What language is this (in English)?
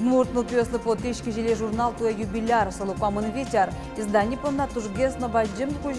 Udmurt